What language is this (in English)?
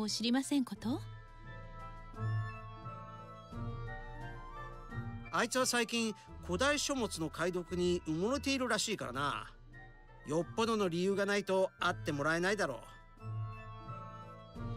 Japanese